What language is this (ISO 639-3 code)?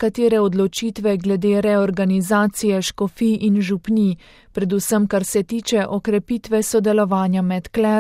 slv